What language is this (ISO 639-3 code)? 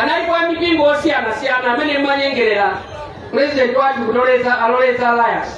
nya